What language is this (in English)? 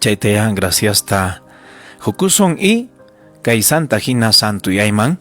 Ayacucho Quechua